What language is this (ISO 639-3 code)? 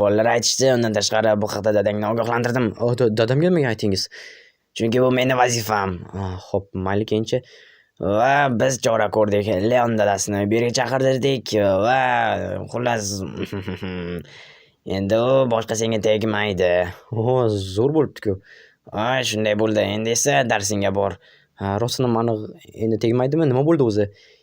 uzb